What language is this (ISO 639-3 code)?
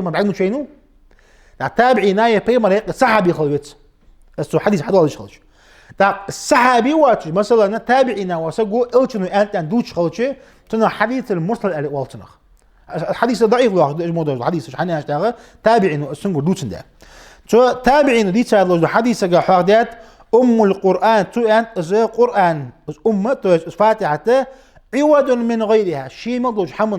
inh